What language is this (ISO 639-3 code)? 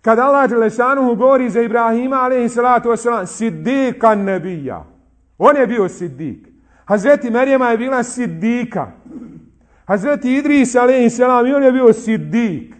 bos